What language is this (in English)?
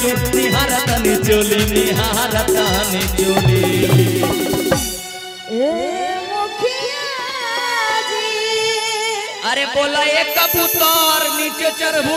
Bhojpuri